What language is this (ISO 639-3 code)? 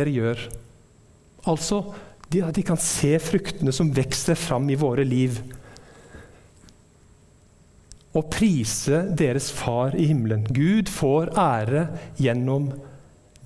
nor